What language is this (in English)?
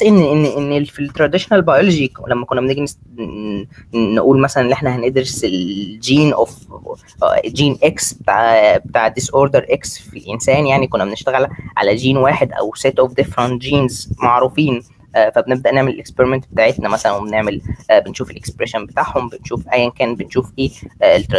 Egyptian Arabic